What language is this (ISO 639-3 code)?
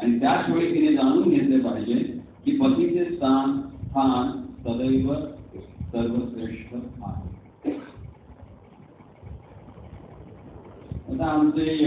mar